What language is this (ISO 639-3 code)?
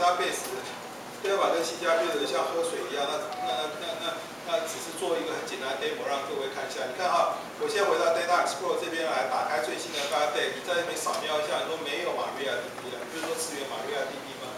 zho